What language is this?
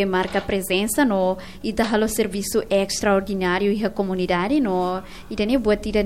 Tetum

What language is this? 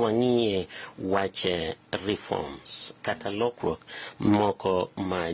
Luo (Kenya and Tanzania)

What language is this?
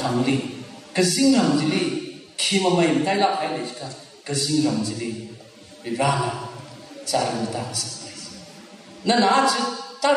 Tangkhul Naga (India)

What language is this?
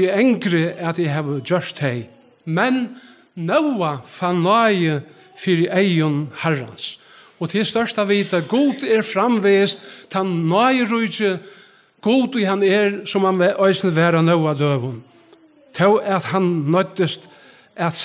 Faroese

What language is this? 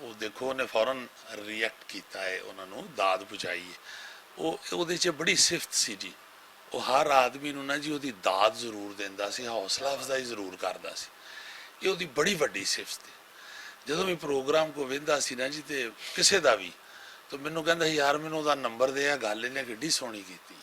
Western Panjabi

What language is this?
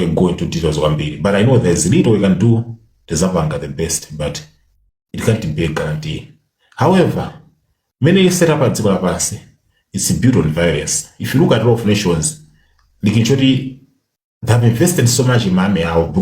Nyanja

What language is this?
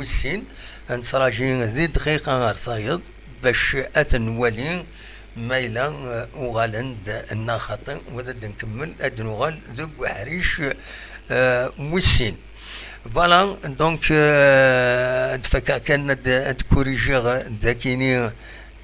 Kabyle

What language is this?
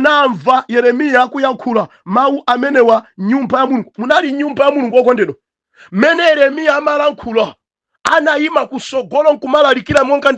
Nyanja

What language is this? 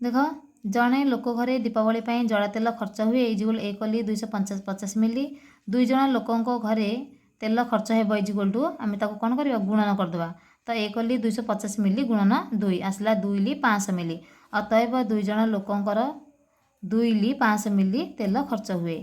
Odia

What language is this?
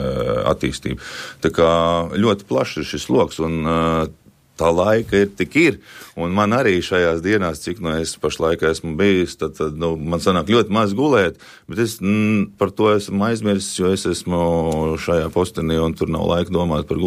Latvian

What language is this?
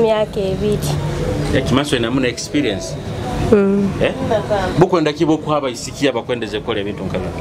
Nyoro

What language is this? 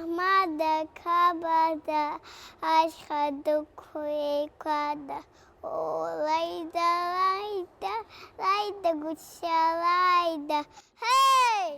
Abkhazian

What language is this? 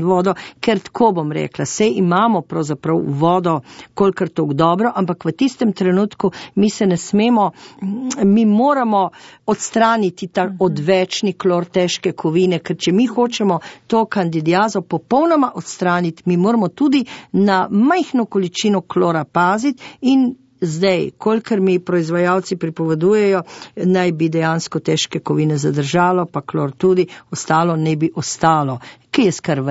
Slovenian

